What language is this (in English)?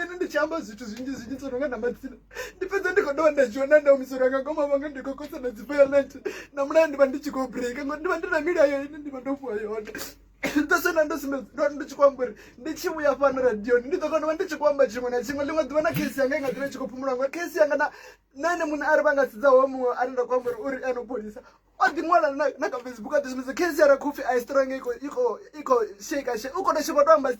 Venda